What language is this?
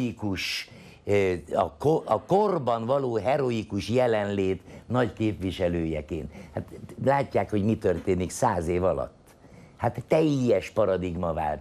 Hungarian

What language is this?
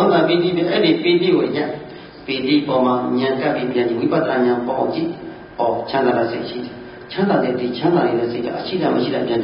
Burmese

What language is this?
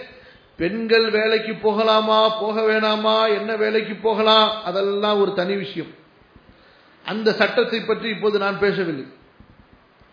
Tamil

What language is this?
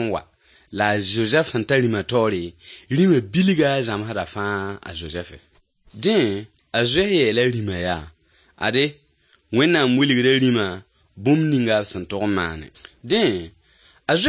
Mossi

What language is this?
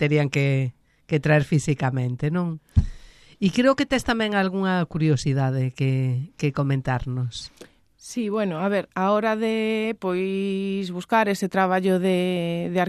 Galician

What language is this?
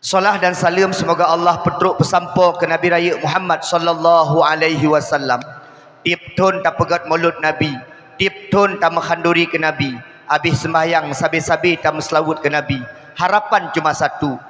Achinese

